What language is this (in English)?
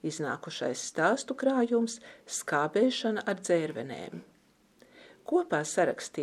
Latvian